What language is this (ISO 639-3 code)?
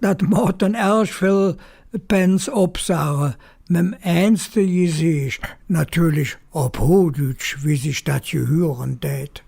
ksh